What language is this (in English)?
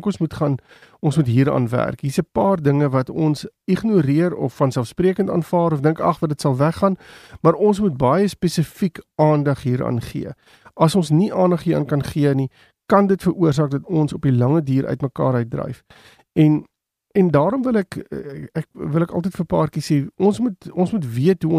Afrikaans